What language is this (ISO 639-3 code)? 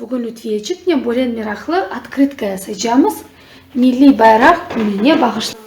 crh